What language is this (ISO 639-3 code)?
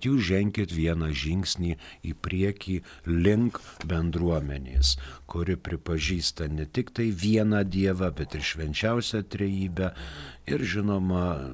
lit